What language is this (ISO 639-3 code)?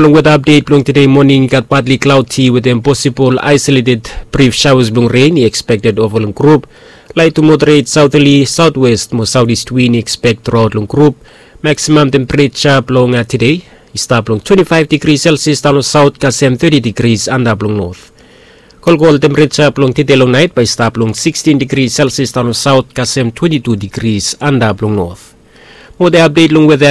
bis